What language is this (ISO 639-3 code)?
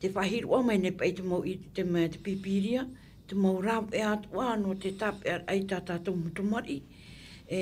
tah